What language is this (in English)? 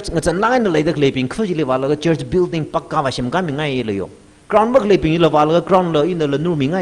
Tangkhul Naga (India)